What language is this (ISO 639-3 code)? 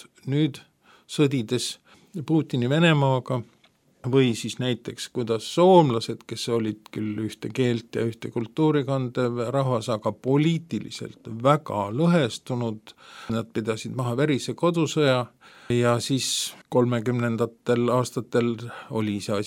est